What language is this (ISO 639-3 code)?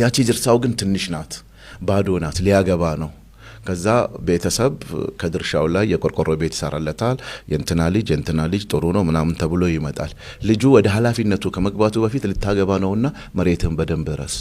amh